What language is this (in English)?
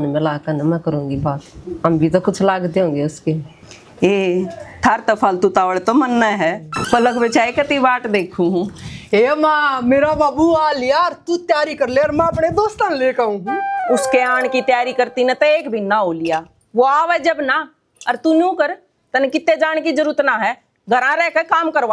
Haryanvi